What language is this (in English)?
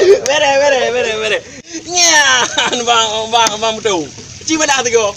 Achinese